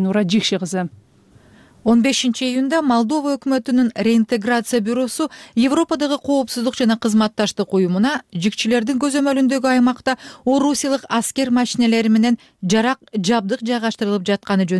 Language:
Kyrgyz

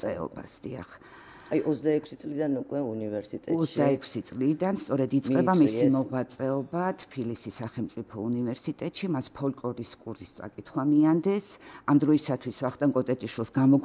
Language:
Georgian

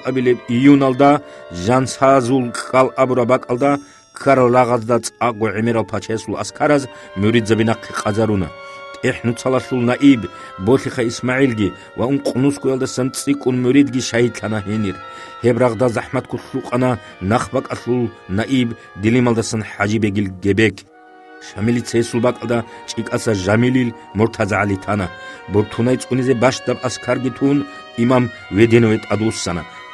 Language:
Avaric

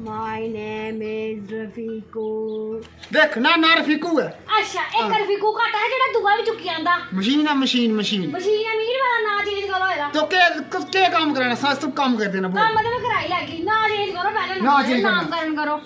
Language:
Dogri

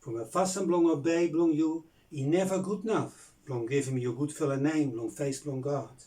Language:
Bislama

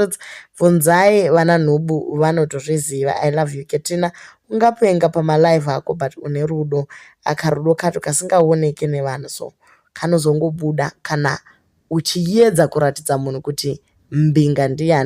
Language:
Shona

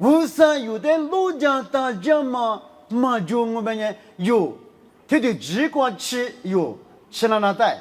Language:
Lisu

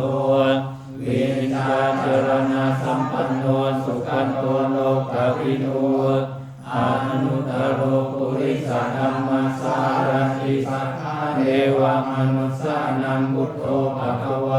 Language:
Pali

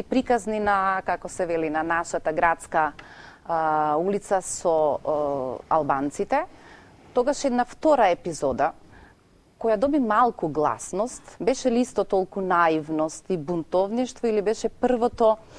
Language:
Macedonian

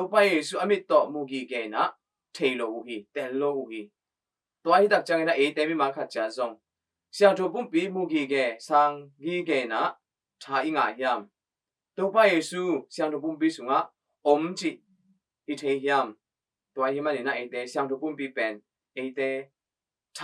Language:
Tedim Chin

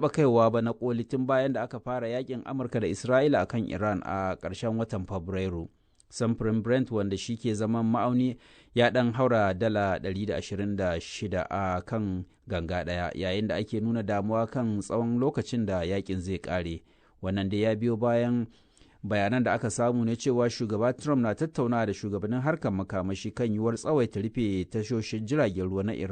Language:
Hausa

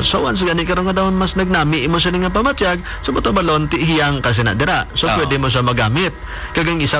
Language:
Hiligaynon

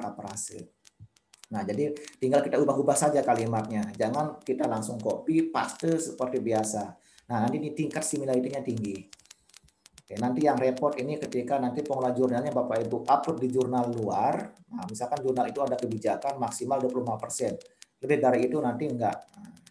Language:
Indonesian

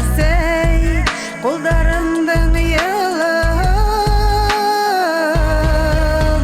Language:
Bashkir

